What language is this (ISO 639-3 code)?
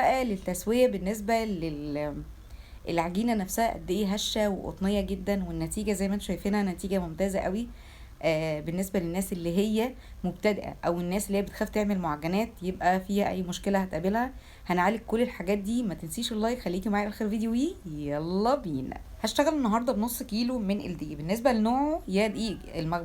arz